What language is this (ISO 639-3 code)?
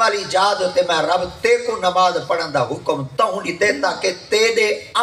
skr